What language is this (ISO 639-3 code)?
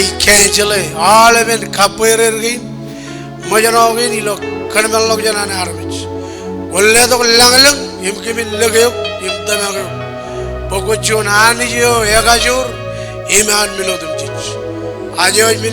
mah